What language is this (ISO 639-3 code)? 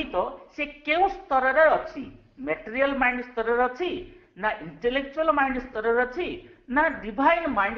ori